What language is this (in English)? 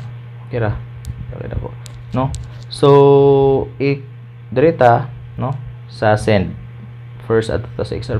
Cebuano